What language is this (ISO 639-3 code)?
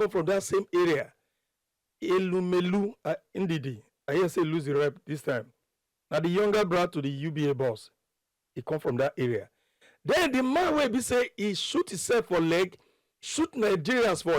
pcm